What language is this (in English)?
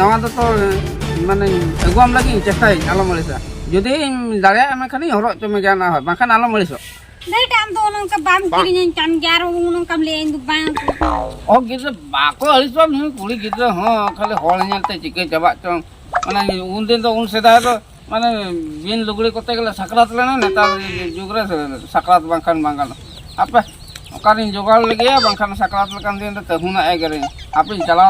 Santali